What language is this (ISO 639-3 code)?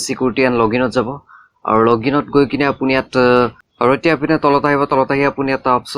asm